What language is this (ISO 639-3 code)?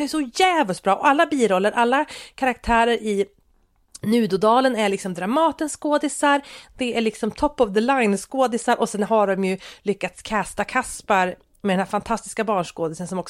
swe